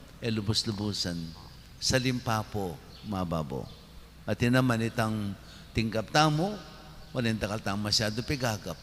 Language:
Pampanga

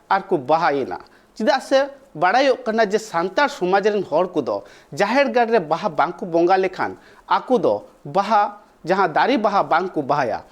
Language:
Santali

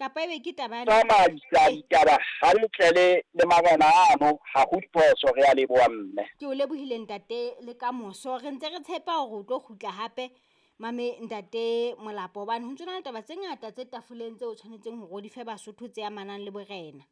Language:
Southern Sotho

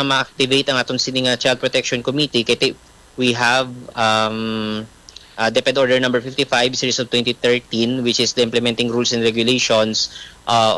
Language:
Hiligaynon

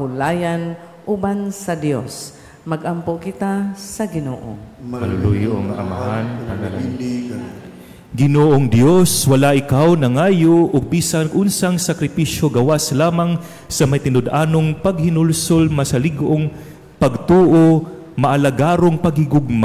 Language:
Cebuano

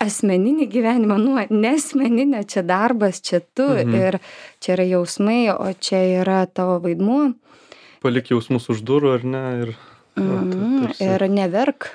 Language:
Lithuanian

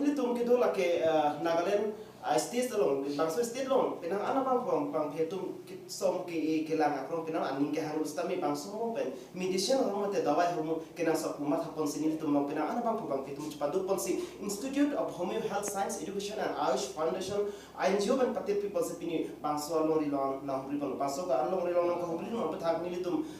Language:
Karbi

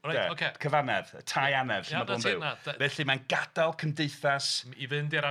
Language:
Welsh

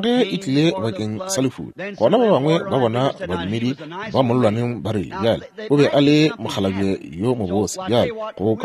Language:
Northern Sotho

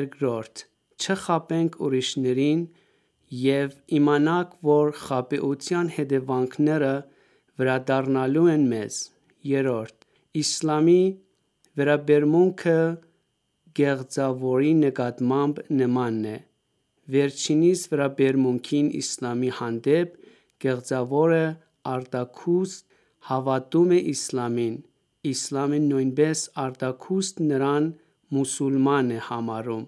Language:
Armenian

